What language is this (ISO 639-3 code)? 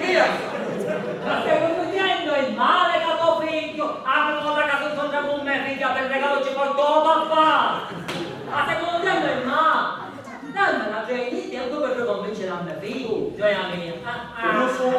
scn